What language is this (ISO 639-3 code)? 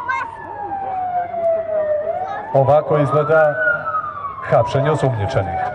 srp